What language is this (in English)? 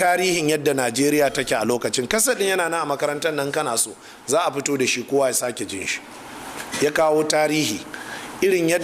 Hausa